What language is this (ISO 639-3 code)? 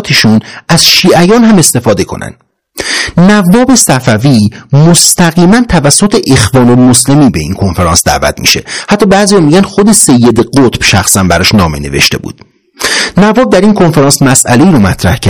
fas